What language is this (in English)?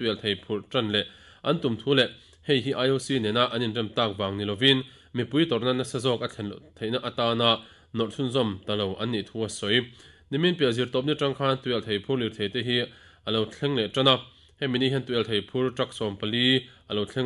Mizo